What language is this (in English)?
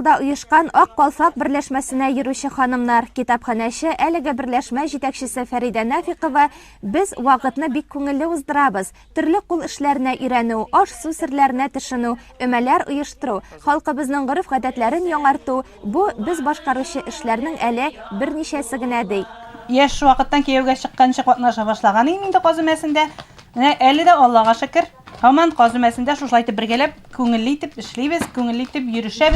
Tatar